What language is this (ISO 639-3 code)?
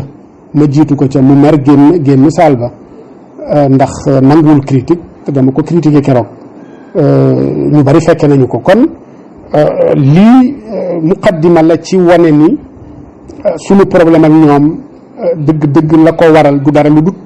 wol